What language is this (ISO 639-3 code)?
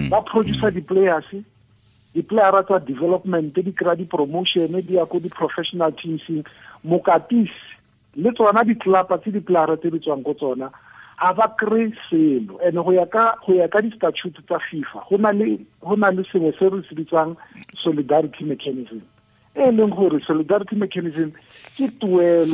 tsn